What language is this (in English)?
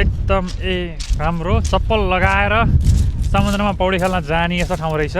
Nepali